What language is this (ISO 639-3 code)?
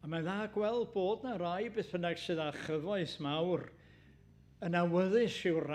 cym